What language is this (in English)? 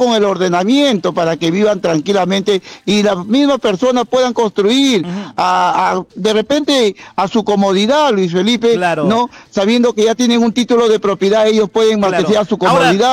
Spanish